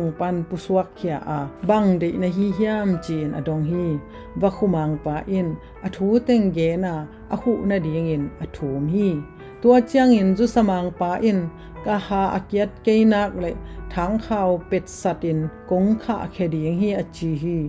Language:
Tedim Chin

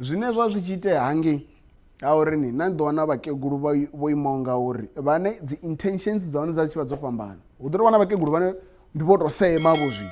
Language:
Venda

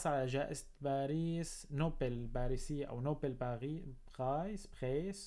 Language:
North Levantine Arabic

